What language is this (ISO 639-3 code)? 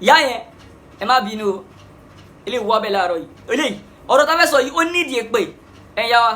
yor